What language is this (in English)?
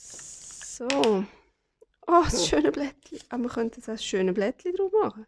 Swiss German